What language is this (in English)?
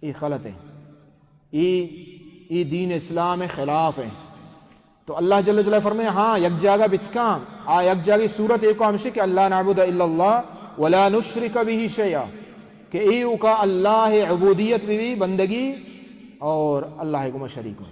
Baluchi